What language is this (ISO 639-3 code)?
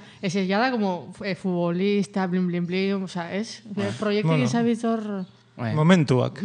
eus